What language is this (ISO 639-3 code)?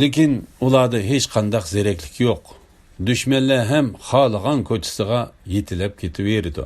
uig